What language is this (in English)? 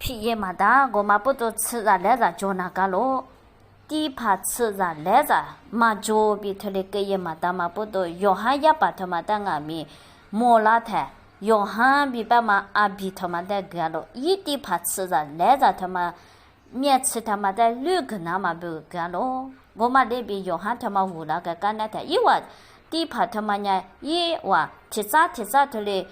Lisu